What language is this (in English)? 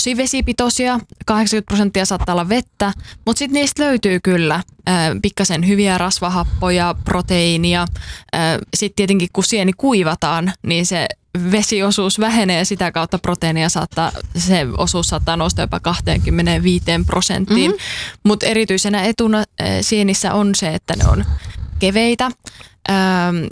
Finnish